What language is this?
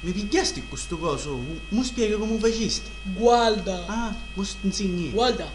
Sicilian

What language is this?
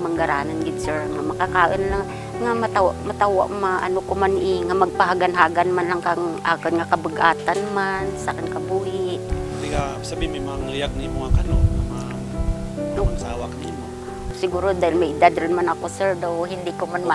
Kinaray-a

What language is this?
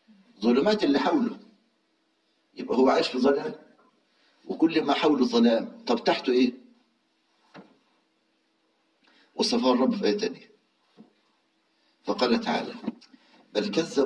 Egyptian Arabic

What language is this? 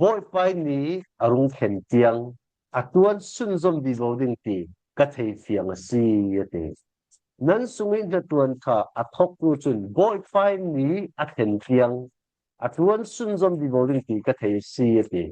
Falam Chin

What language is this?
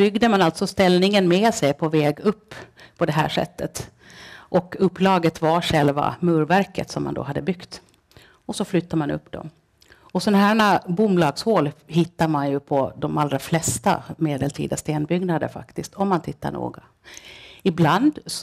Swedish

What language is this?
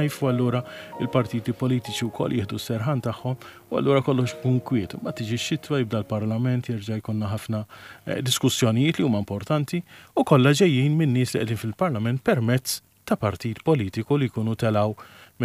Maltese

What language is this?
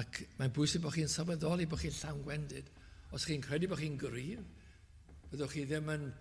Welsh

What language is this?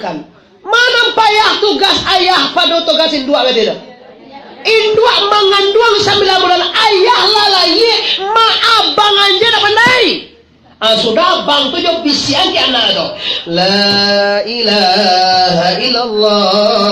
Minangkabau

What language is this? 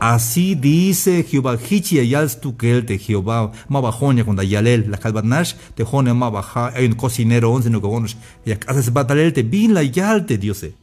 Tzeltal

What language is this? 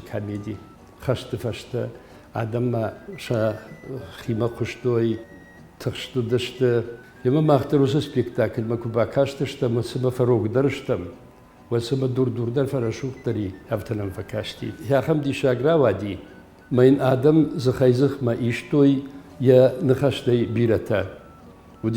Ossetic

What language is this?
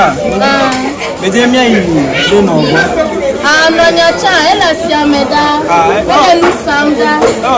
Ewe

